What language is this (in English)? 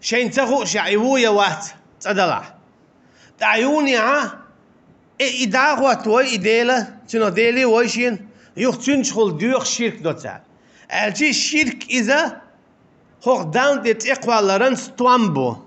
Chechen